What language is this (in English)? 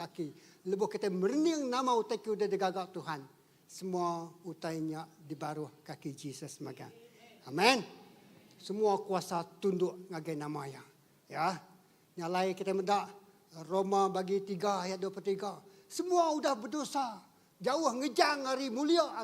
Iban